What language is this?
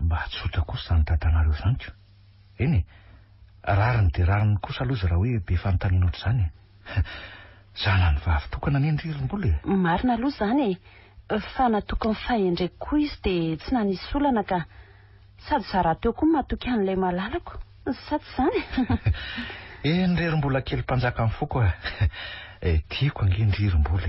Malagasy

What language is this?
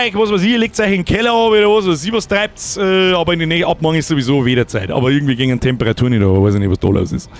Bavarian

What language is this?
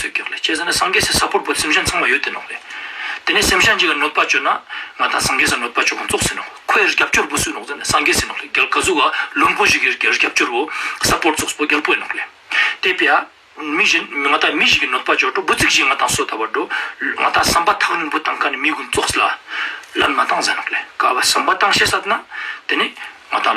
Ladakhi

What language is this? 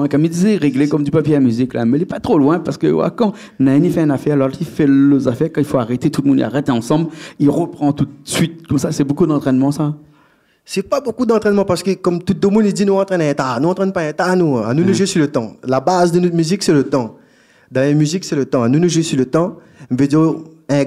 Réunion Creole French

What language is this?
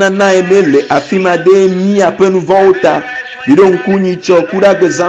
Ewe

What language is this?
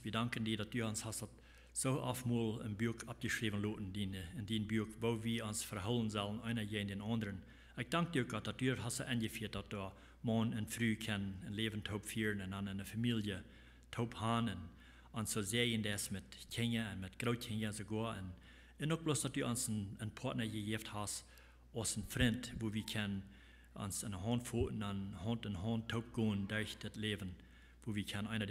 Plautdietsch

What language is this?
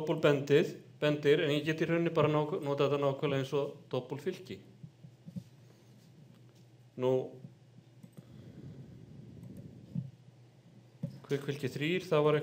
Icelandic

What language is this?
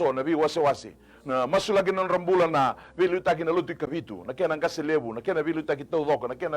Fijian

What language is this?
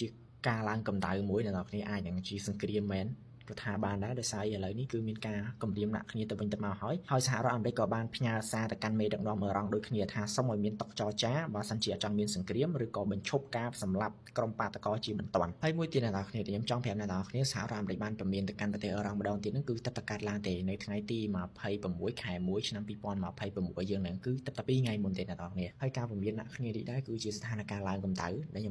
Khmer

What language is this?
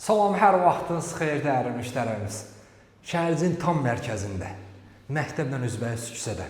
Azerbaijani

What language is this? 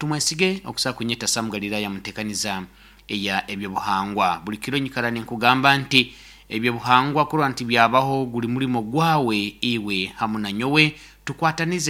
Nyoro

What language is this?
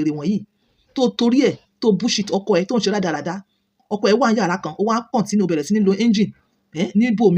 Yoruba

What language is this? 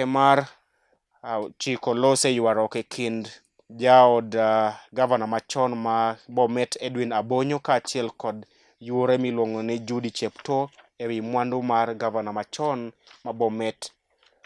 Luo (Kenya and Tanzania)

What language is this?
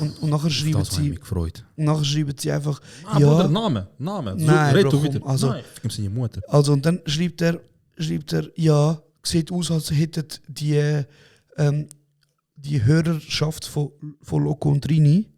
Swiss German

